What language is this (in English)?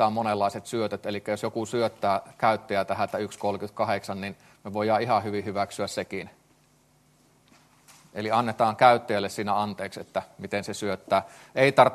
Finnish